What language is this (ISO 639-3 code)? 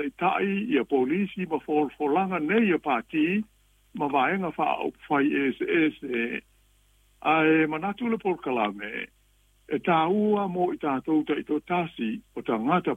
smo